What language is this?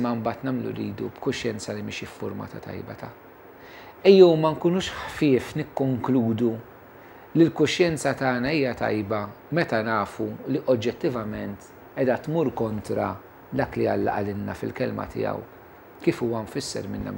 Maltese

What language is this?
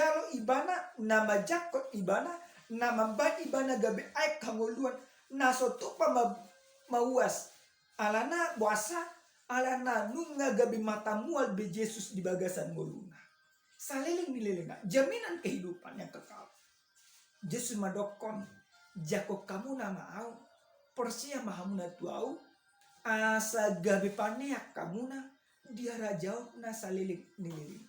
Batak Toba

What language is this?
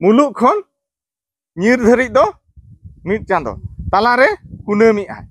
Santali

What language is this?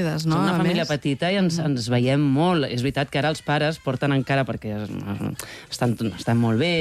Catalan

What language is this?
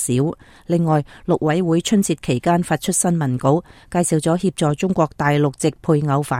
Cantonese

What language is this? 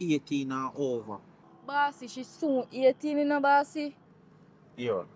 Jamaican Creole English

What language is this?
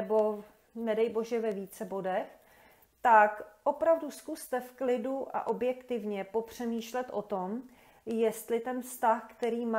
Czech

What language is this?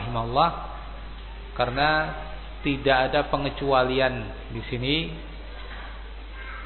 Indonesian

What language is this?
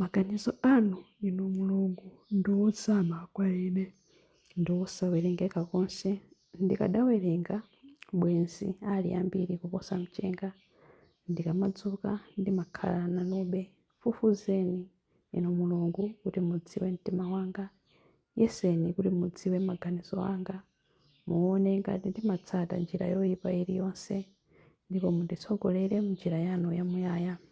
Nyanja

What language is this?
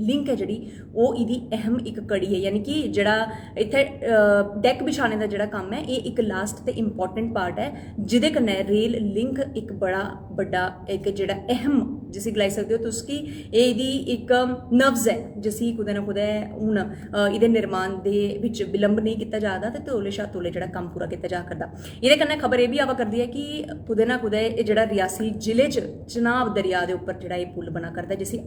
Dogri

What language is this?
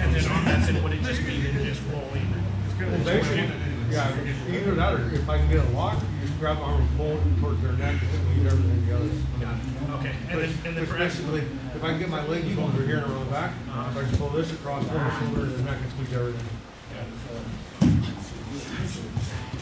English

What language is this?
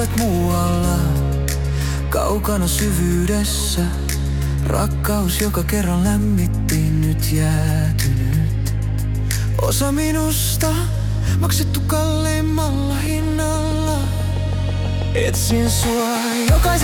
Finnish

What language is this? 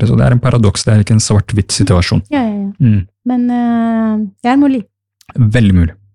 Norwegian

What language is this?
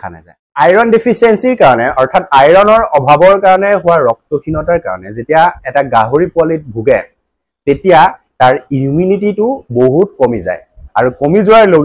Assamese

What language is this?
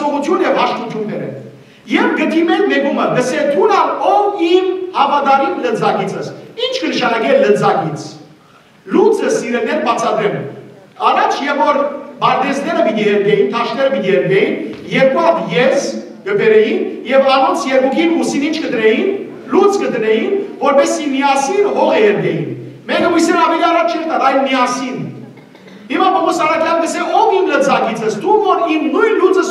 Western Armenian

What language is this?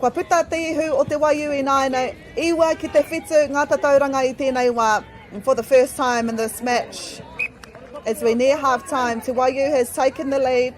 Māori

